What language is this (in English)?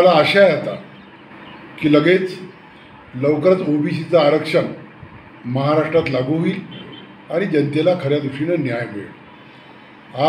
Marathi